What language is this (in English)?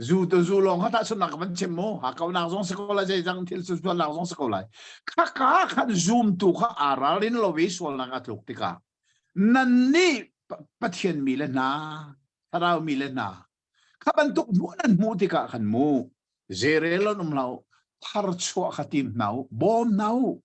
Hakha Chin